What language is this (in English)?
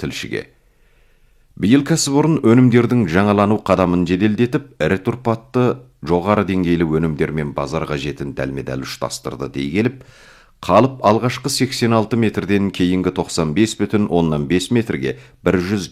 Kazakh